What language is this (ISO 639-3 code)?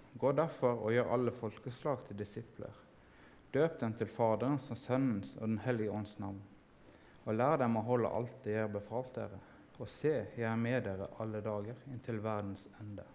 nor